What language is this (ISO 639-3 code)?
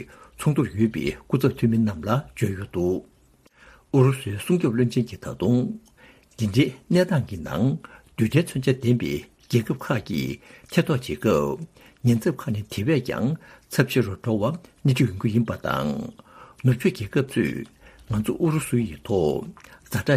bod